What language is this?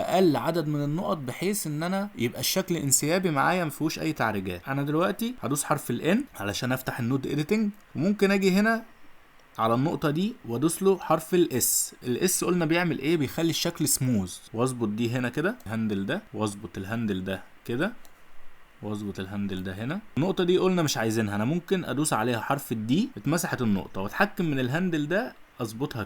Egyptian Arabic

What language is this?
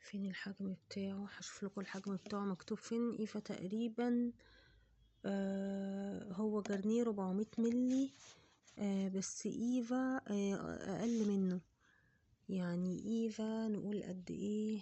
Egyptian Arabic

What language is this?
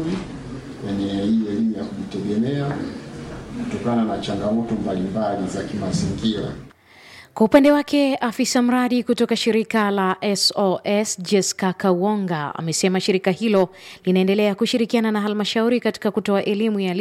Swahili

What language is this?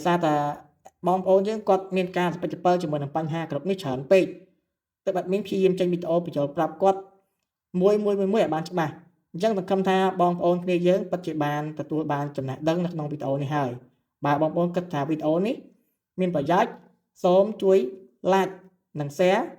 Khmer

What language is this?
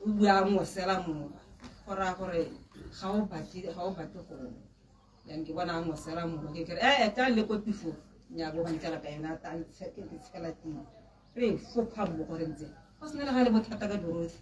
Tswana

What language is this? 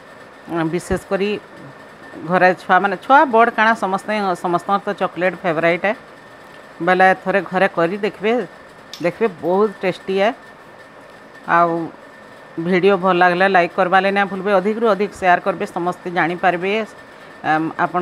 Sambalpuri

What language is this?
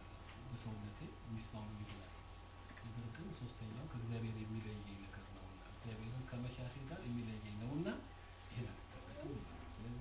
Amharic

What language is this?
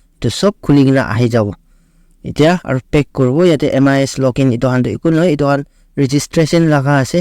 Naga Pidgin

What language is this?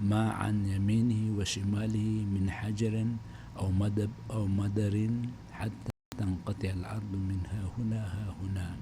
Maranao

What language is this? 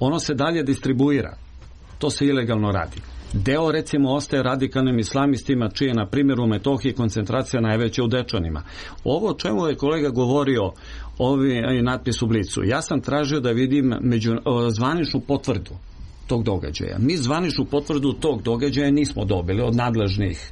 Serbian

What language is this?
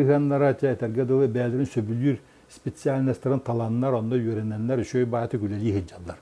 Yakut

